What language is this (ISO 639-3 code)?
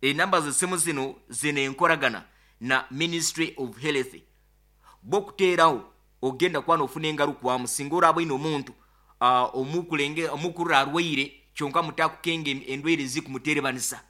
nyo